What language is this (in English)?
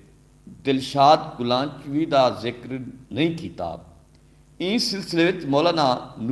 Saraiki